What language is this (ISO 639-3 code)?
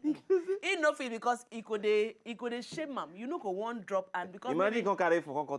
pcm